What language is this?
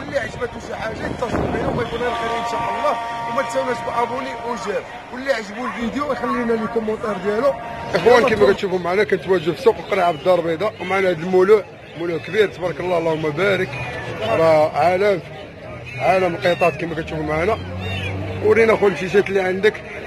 Moroccan Arabic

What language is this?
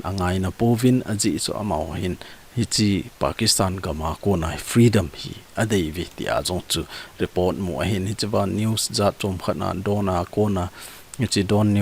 Thado Chin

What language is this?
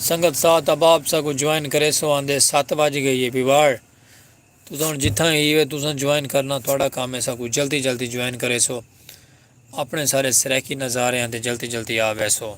Saraiki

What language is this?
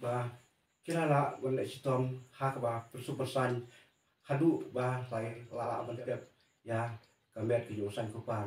Khasi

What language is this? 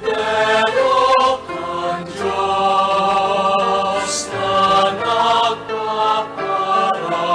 Bikol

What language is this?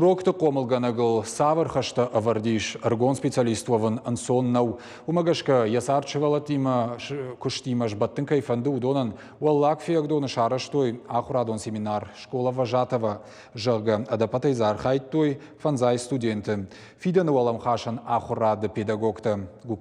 Ossetic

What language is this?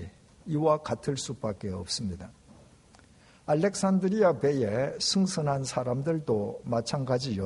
Korean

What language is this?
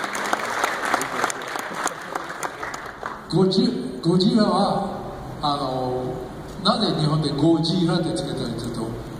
Japanese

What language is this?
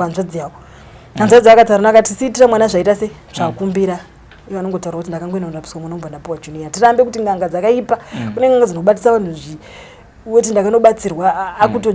Shona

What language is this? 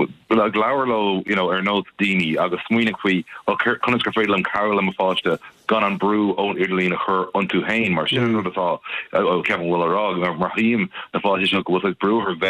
Irish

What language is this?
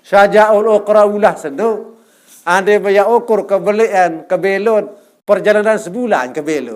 Sasak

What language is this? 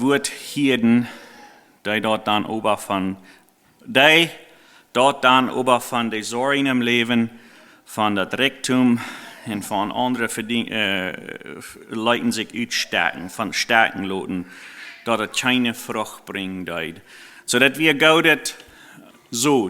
Plautdietsch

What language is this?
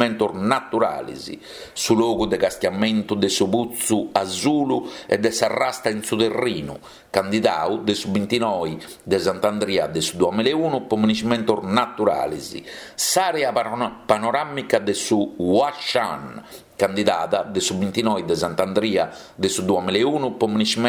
Sardinian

